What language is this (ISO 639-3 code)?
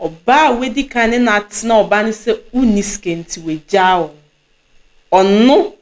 aka